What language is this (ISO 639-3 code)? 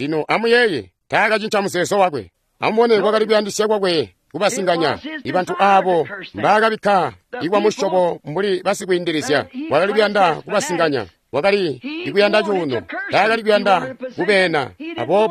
toi